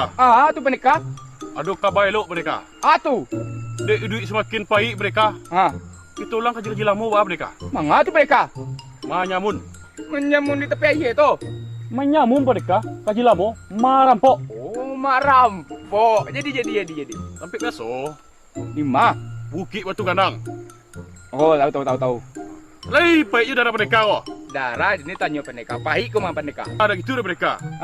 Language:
Minangkabau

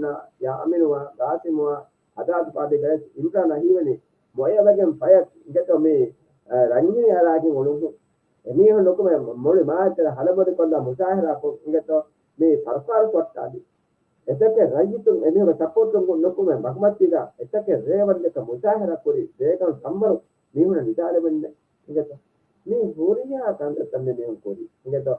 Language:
Divehi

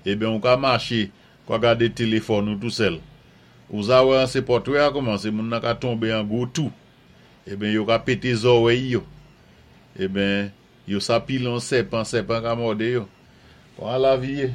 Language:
Saint Lucian Creole French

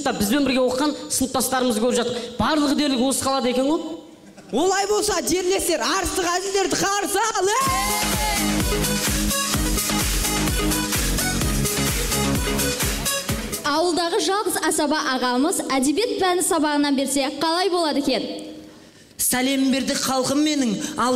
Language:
Kazakh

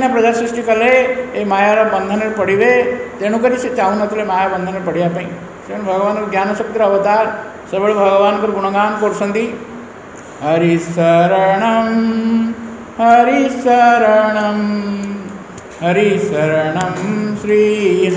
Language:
Odia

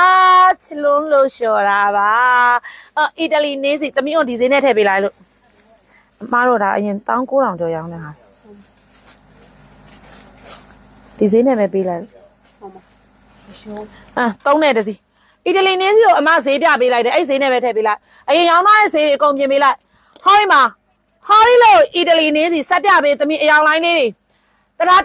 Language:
Burmese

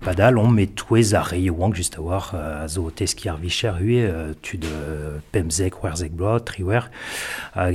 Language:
Breton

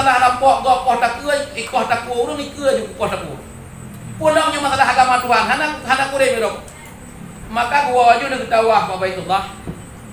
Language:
Achinese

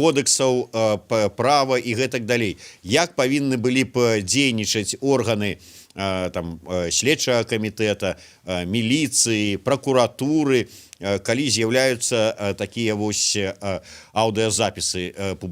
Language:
Belarusian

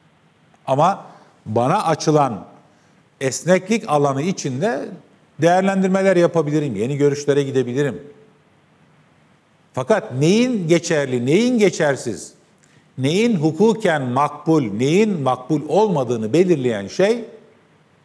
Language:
Turkish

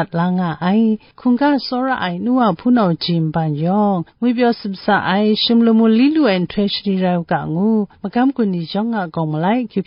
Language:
Kachin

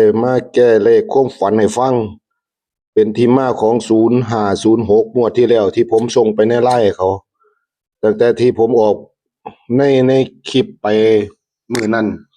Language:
Lao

